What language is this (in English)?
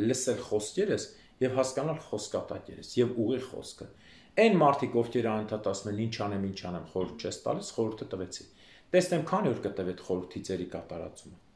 Armenian